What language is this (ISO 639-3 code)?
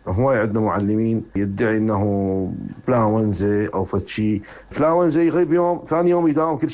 acm